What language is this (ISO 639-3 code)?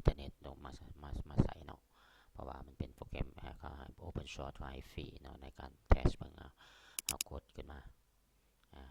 lao